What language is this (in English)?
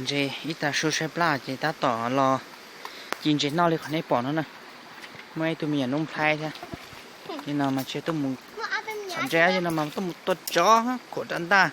Hmong